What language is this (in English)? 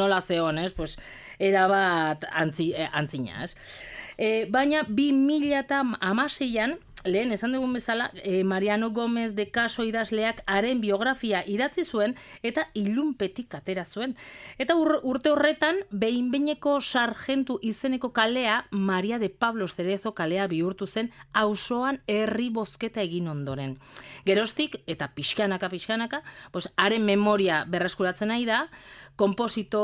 Basque